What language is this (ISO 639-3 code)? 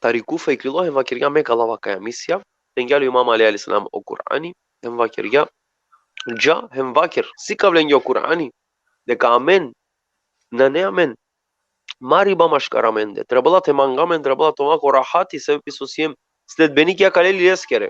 rmn